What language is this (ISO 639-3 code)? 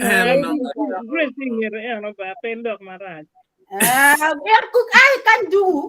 ach